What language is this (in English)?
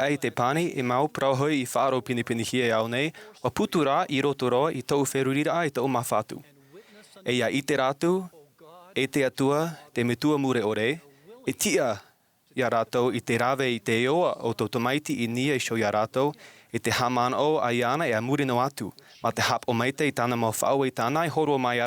Tahitian